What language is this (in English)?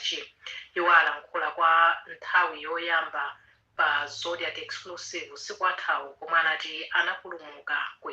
Nyanja